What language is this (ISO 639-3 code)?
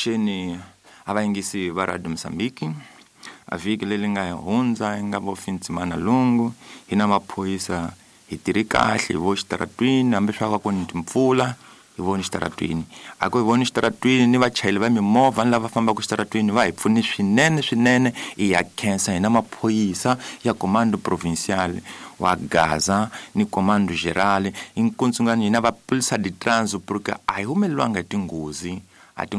tso